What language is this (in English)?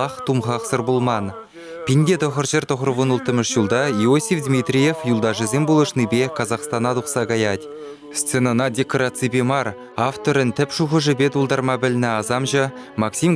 Chuvash